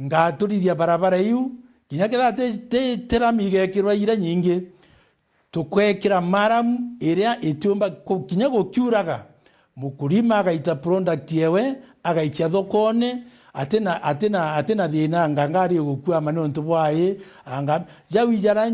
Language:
Meru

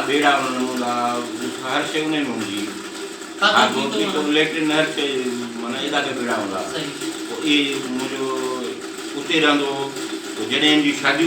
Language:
Sindhi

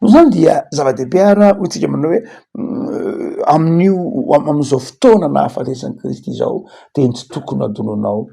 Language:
Malagasy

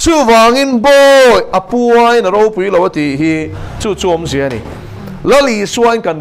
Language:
Mizo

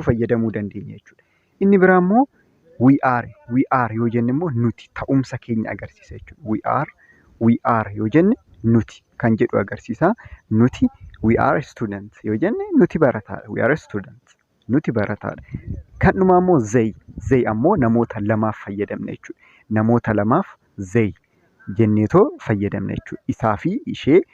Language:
Oromo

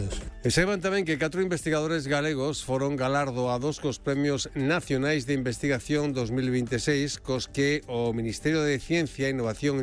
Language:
Galician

